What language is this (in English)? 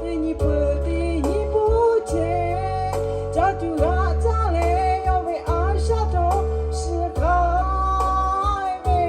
Lahu